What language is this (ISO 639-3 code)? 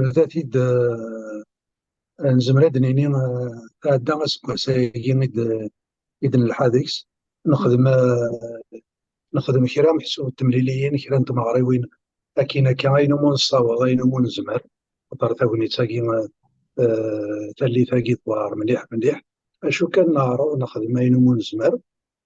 kab